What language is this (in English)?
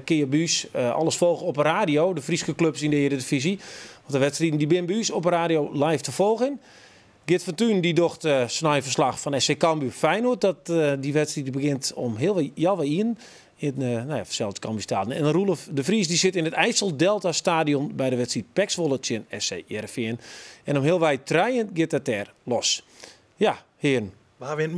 Western Frisian